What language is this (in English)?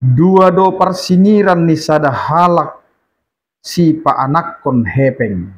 Batak Toba